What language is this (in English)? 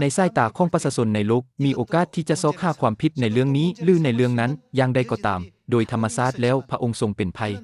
Lao